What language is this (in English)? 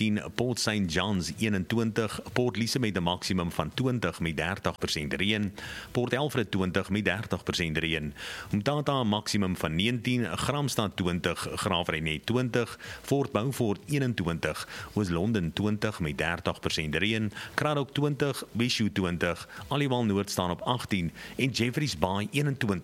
Afrikaans